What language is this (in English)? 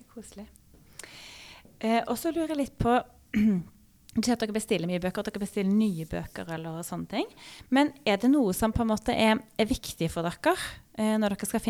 Norwegian